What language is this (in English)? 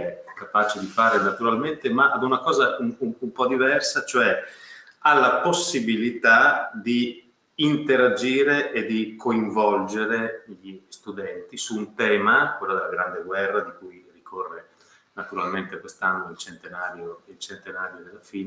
Italian